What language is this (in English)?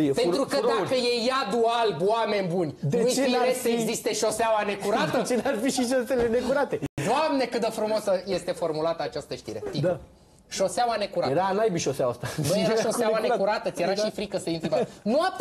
Romanian